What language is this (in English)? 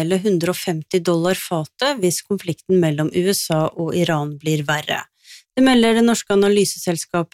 Norwegian